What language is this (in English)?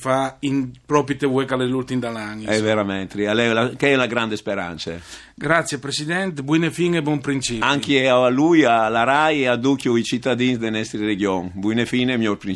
Friulian